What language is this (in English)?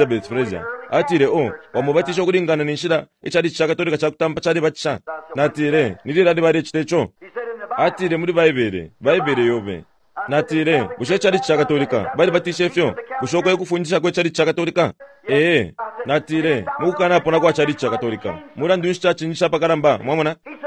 Bemba